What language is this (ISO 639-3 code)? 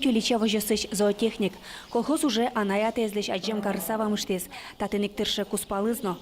udm